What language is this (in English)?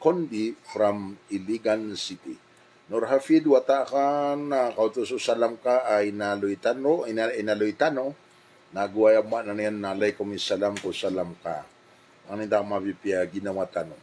Maranao